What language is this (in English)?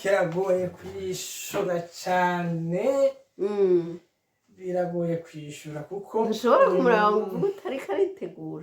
Rundi